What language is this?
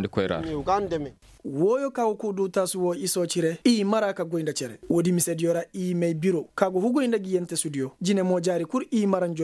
Koyraboro Senni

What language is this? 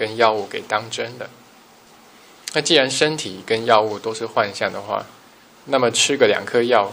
Chinese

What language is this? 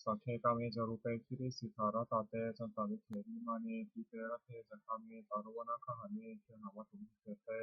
Pali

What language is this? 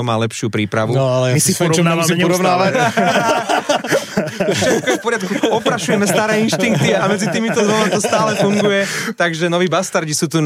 Slovak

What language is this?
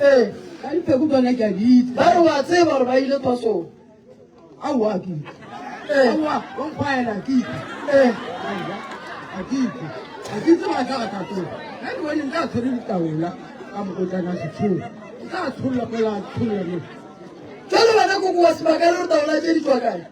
Northern Sotho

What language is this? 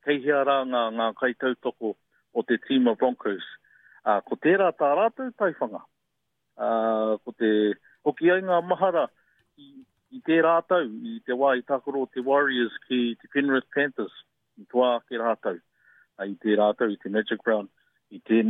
Māori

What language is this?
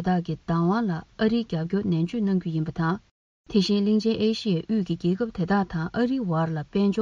Tibetan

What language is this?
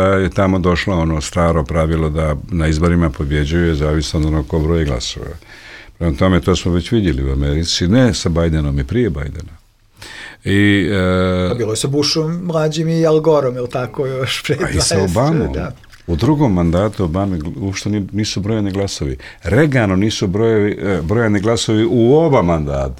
Bosnian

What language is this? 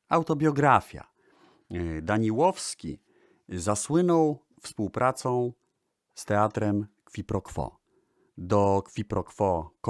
Polish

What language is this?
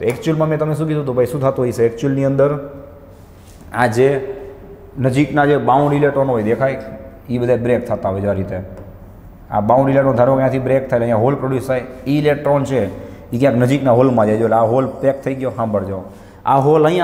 Gujarati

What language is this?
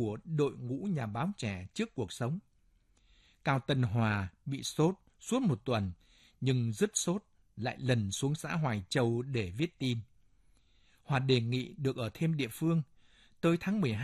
Vietnamese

